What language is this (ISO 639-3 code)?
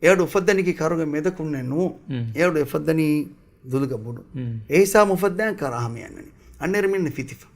div